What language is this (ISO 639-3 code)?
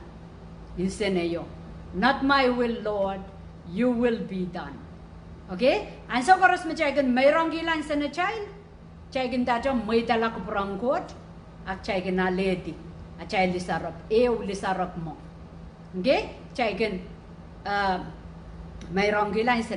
pon